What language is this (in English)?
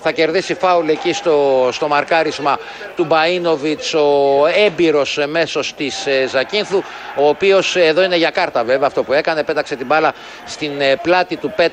Greek